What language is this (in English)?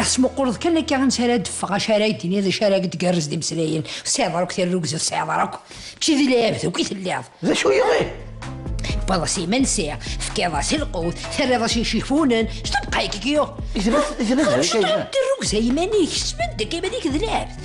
Kabyle